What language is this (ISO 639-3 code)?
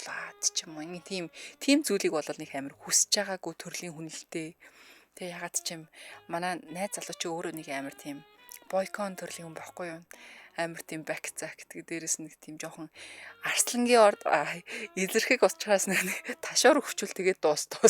mon